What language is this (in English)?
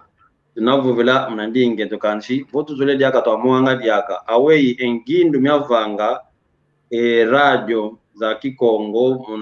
San Salvador Kongo